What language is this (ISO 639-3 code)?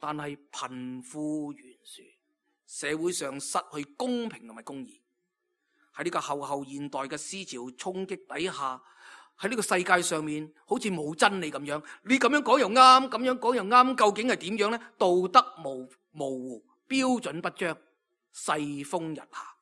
yue